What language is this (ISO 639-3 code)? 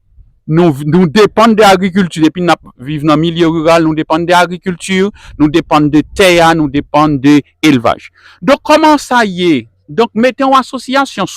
hat